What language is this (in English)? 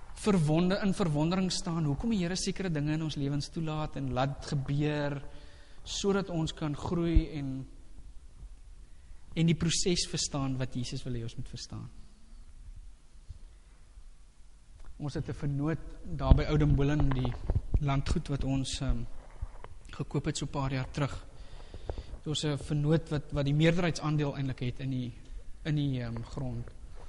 Afrikaans